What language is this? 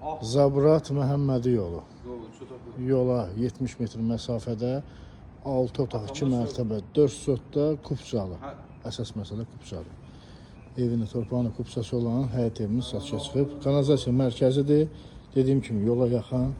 Azerbaijani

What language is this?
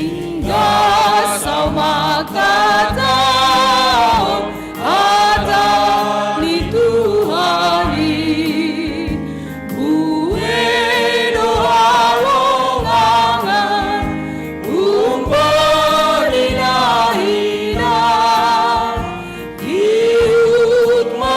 Batak Simalungun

